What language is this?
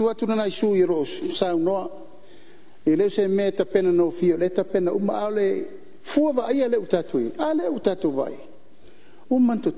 Samoan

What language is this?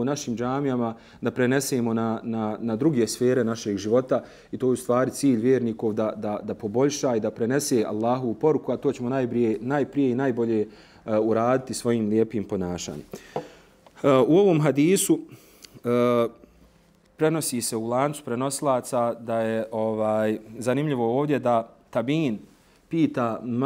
Bosnian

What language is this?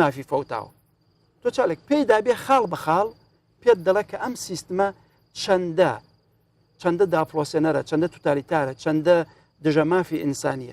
Central Kurdish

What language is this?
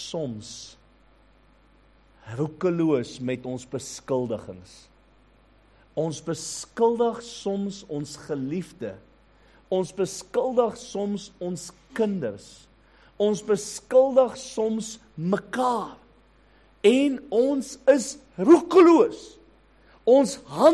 Afrikaans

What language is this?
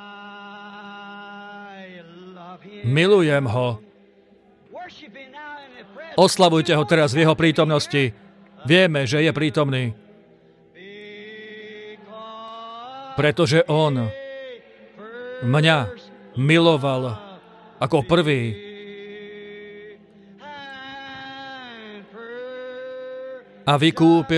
Slovak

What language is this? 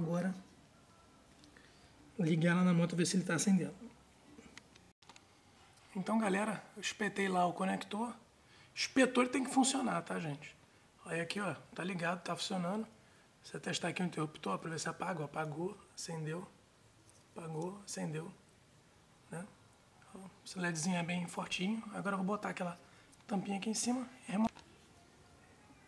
Portuguese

